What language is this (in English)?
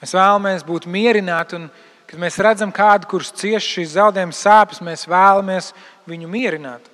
Latvian